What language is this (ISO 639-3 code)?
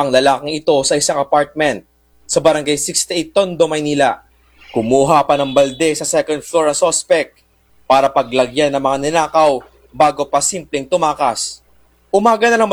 fil